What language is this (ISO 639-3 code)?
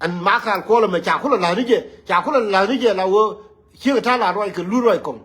nus